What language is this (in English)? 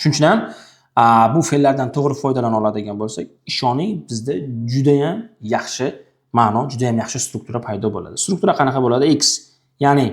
Uzbek